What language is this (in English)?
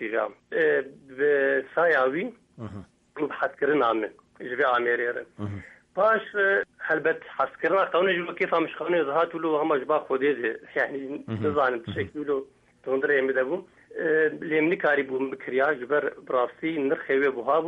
Kurdish